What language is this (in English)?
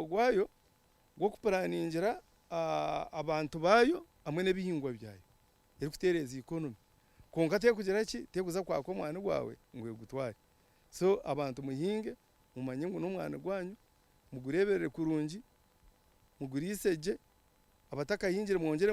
Nyankole